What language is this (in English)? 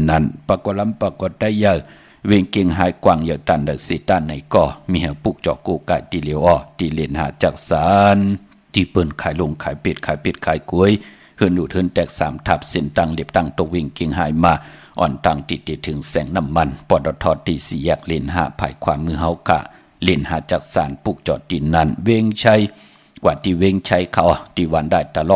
Shan